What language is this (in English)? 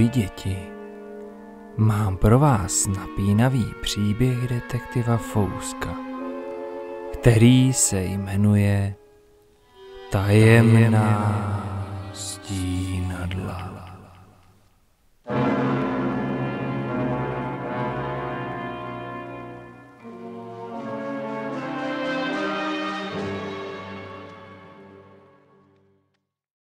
Czech